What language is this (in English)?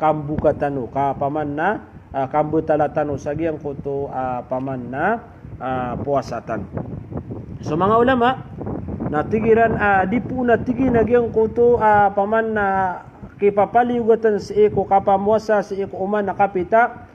Maranao